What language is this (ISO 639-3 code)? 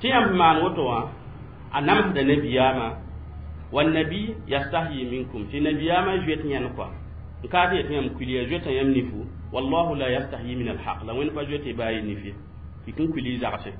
mos